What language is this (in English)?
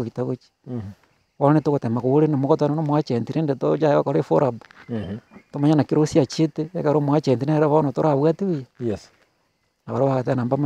Gusii